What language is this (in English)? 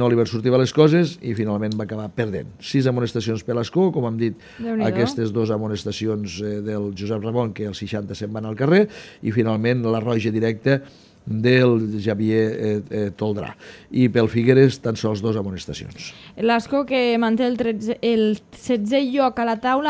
Catalan